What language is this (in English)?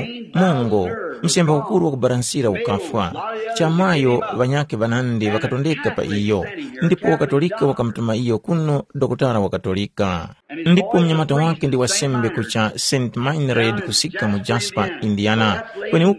Tumbuka